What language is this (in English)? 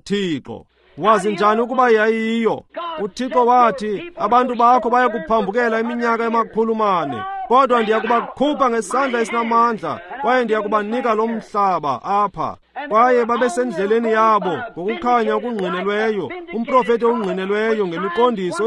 Xhosa